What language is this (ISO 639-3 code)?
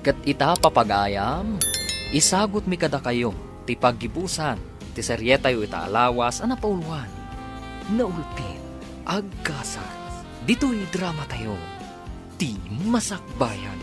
ilo